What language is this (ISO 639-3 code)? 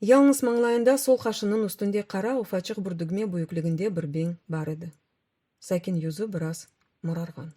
crh